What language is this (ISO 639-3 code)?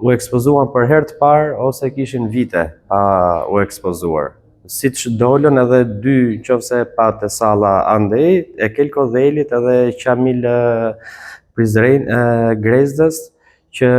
sqi